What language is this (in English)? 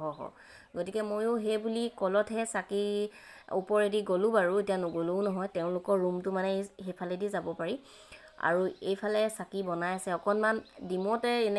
Assamese